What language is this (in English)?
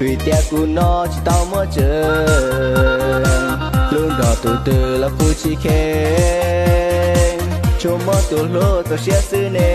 Hmong